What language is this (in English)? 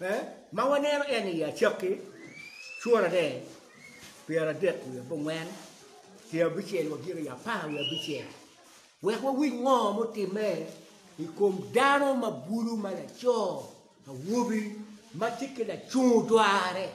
Acoli